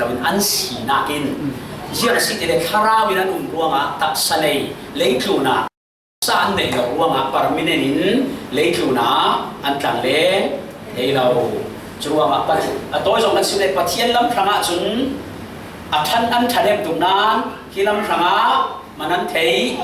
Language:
Falam Chin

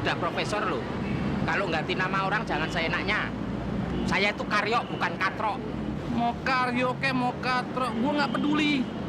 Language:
Betawi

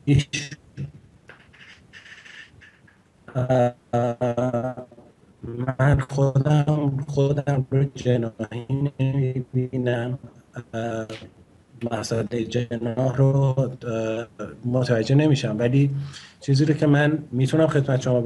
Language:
Persian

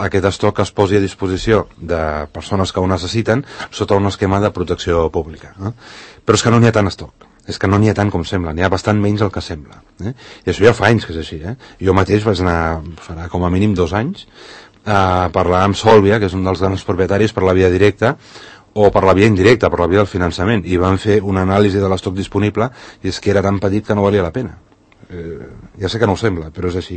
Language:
Catalan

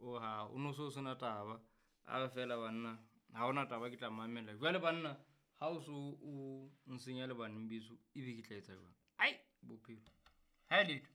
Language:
Southern Sotho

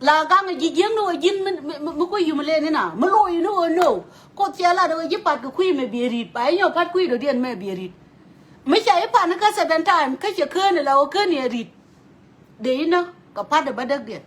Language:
Nuer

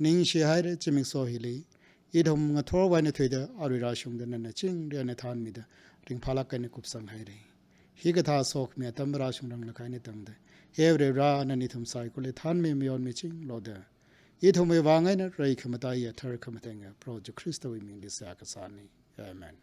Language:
Tangkhul Naga (India)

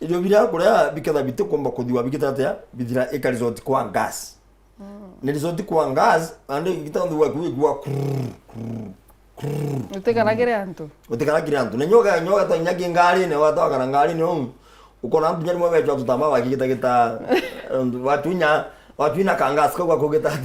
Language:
Meru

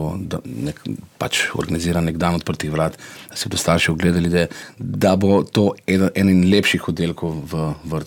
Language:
Slovenian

